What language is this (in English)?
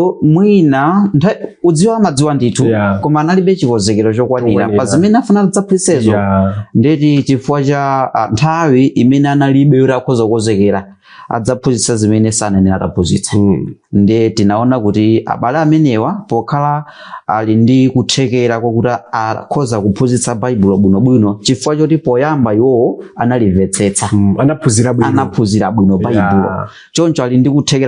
Nyanja